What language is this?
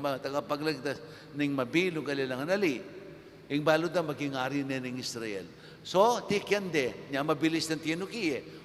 Pampanga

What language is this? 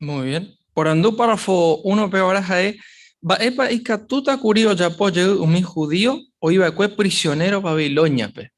Guarani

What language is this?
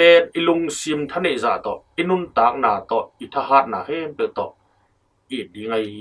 Tedim Chin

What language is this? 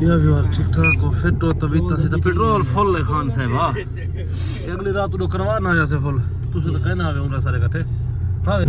Saraiki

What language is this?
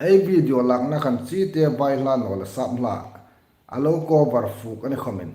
Hmar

